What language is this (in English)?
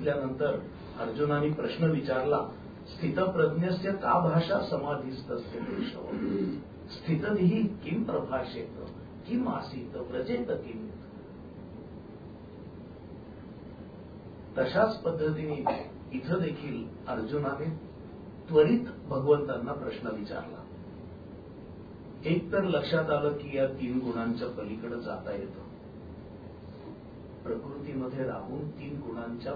Marathi